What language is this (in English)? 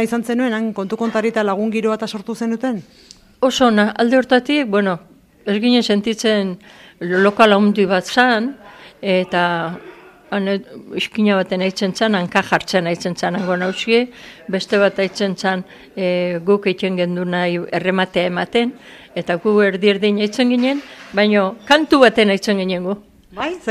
Basque